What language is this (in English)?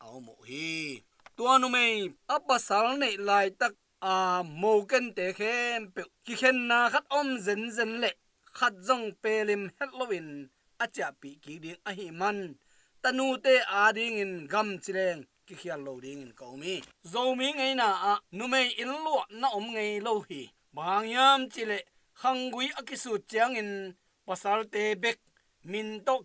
Tedim Chin